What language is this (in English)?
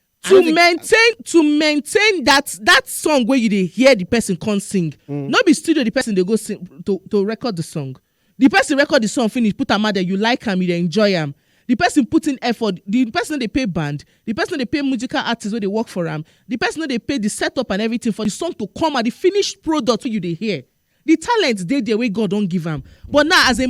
Nigerian Pidgin